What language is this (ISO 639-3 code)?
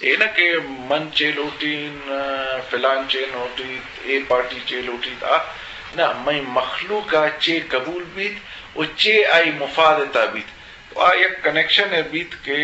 bgp